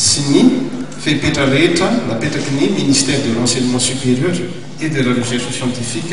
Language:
Malagasy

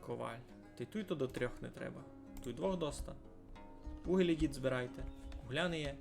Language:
Rusyn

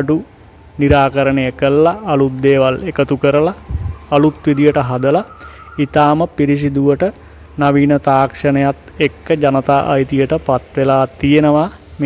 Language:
Sinhala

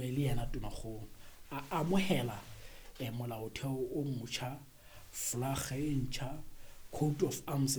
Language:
Southern Sotho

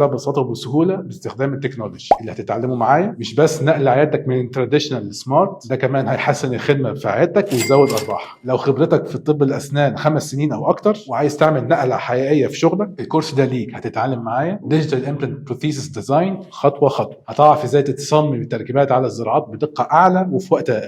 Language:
Egyptian Arabic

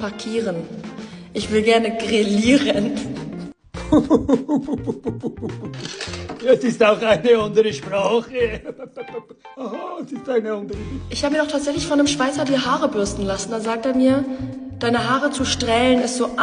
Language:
Swiss German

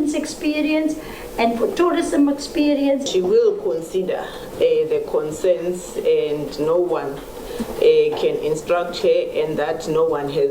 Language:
Venda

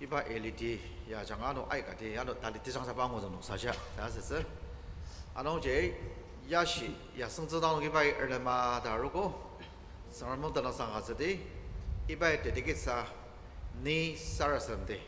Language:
Ao Naga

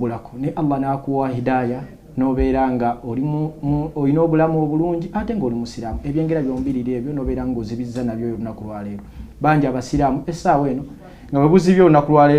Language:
Ganda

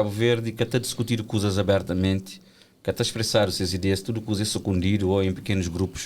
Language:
Kabuverdianu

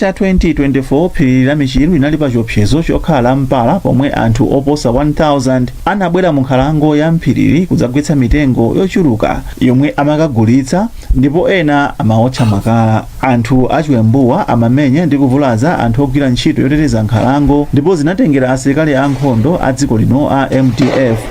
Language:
Nyanja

